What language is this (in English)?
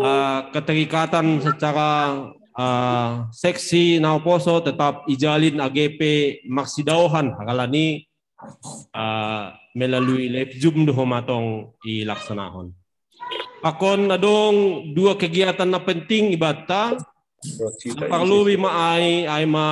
Batak Simalungun